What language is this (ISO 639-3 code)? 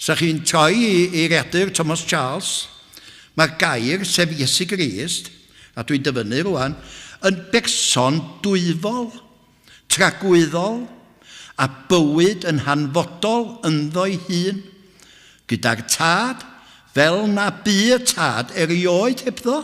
cym